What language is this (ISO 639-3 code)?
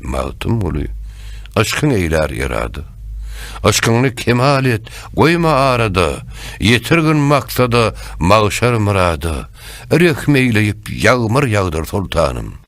tuk